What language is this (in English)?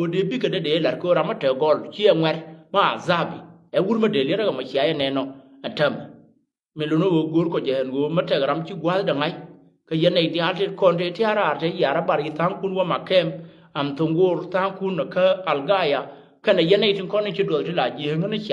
Nuer